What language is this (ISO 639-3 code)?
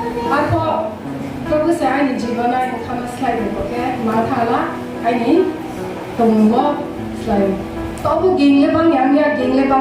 ria